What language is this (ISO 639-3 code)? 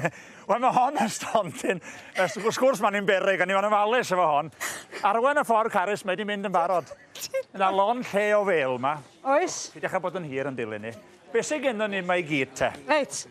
cym